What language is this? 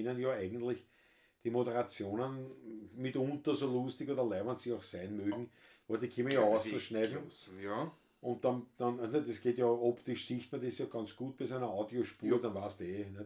Bavarian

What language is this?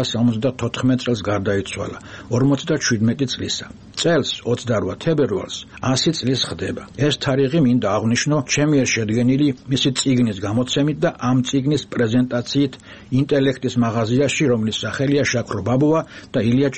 Georgian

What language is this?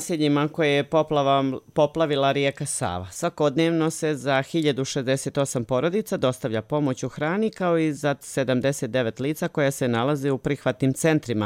Croatian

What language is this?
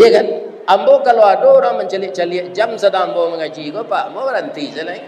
Minangkabau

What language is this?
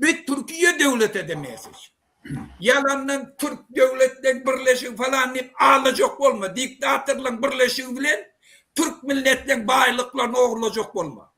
Turkmen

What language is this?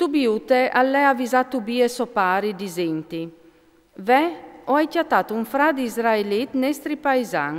Friulian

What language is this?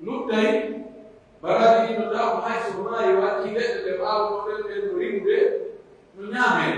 Pular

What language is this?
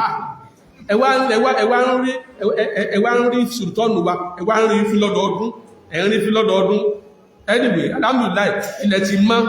Yoruba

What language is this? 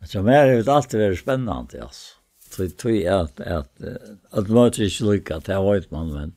Faroese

